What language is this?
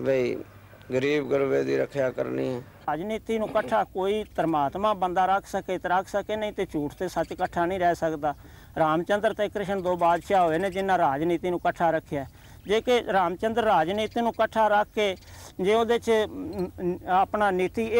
Punjabi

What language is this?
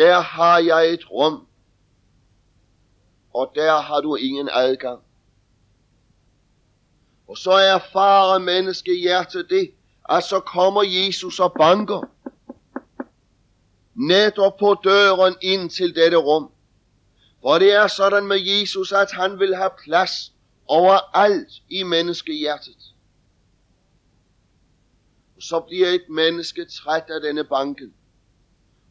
Danish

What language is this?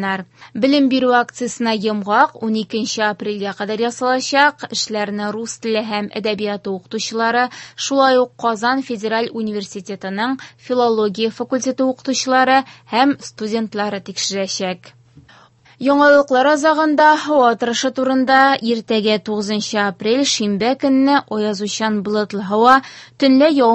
Tatar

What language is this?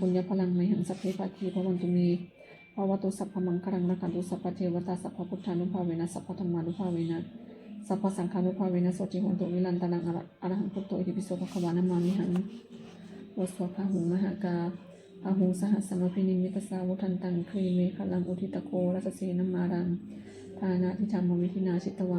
Pali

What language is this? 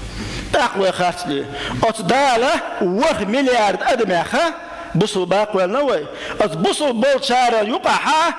Chechen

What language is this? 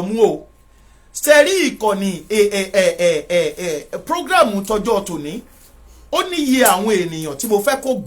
Yoruba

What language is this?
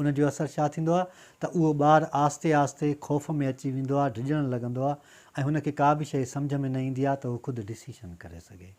Sindhi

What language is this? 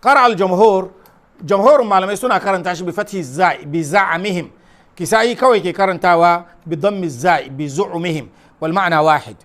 Hausa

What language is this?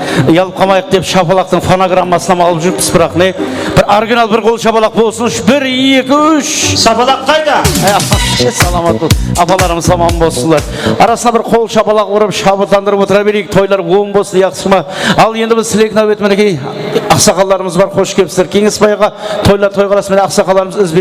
Kara-Kalpak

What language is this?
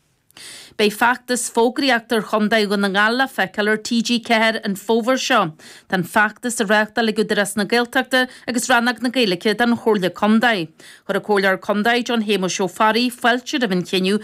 Irish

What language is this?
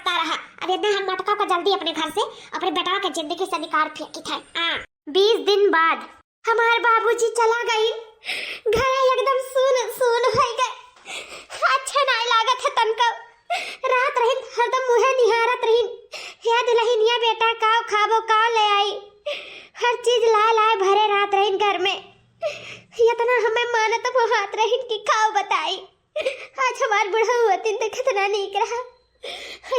Awadhi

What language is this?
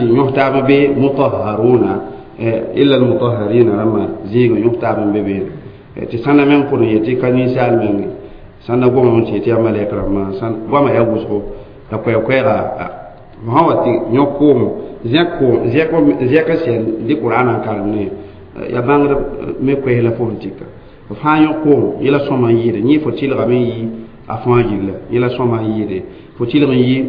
Mossi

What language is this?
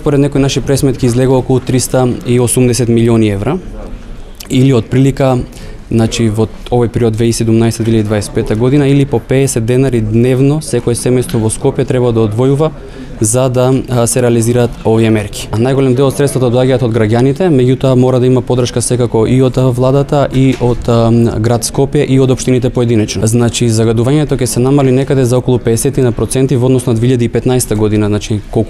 Macedonian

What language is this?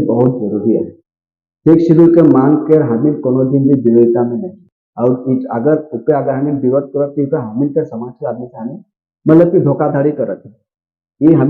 Sadri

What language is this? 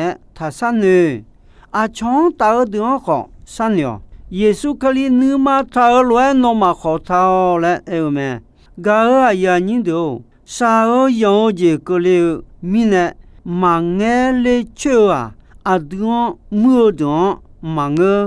Akha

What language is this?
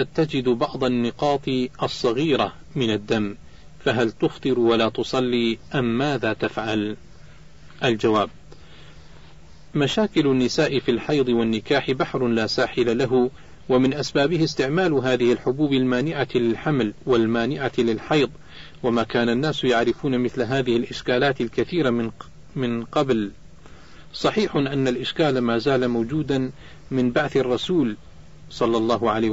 Arabic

